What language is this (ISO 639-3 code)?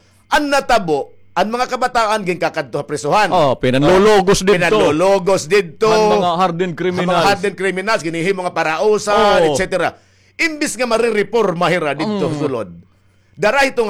war